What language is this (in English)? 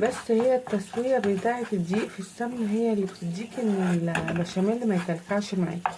Egyptian Arabic